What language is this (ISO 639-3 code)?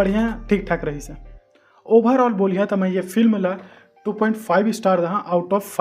hne